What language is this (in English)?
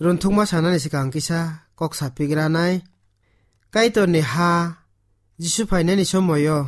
Kok Borok